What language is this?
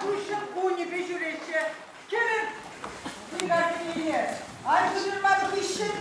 Chuvash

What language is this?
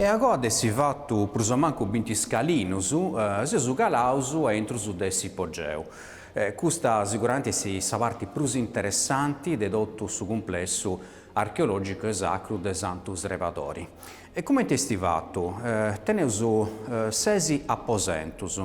Sardinian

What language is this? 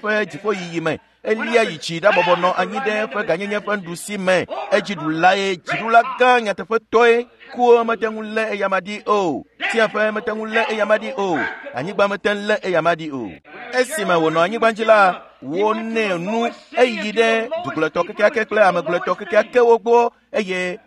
Ewe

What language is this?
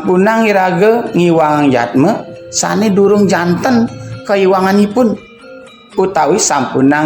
Balinese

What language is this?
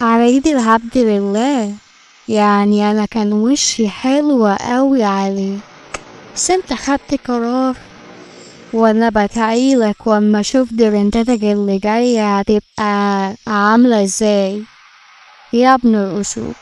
Egyptian Arabic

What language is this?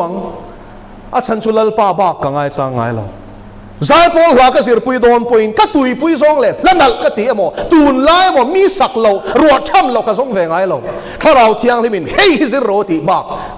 Mizo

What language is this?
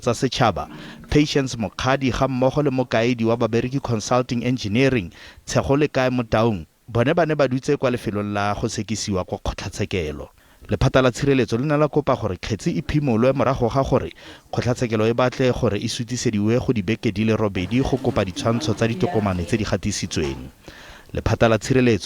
Tswana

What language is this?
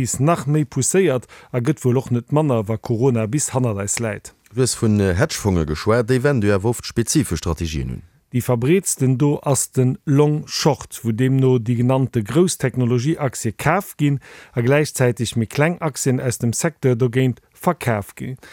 Luxembourgish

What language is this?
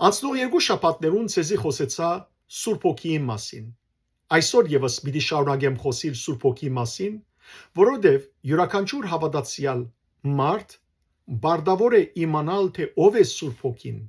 Western Armenian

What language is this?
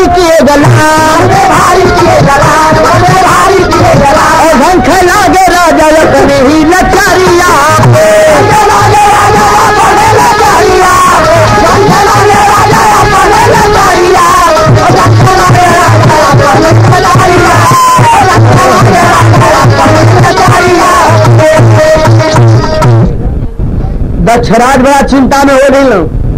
Bhojpuri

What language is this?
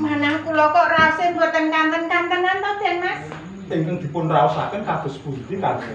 Javanese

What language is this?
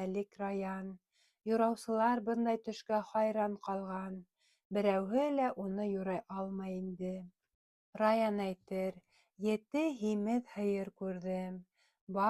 Bashkir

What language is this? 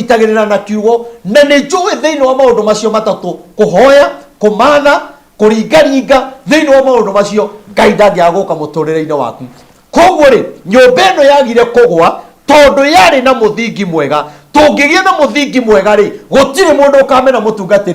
Kikuyu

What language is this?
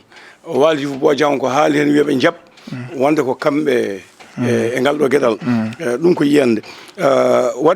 Fula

